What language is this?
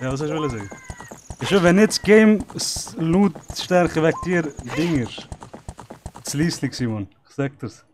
Swiss German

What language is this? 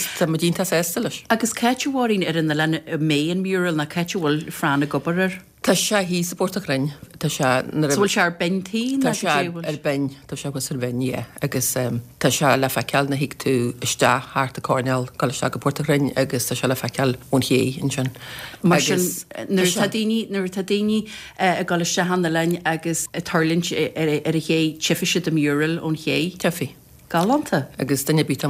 Irish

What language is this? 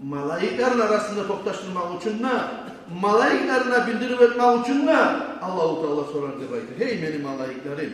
Kumyk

